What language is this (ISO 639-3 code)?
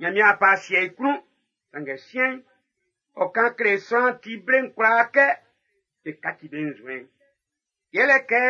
bci